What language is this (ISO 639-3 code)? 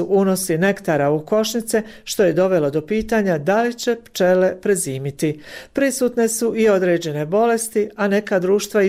bos